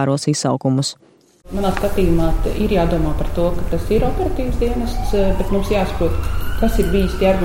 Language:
Latvian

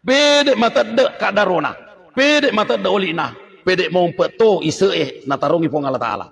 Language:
Buginese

